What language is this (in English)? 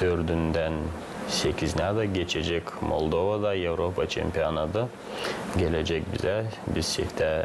Gagauz